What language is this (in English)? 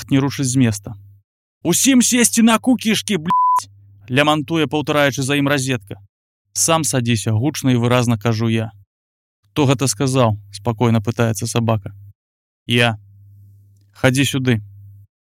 Belarusian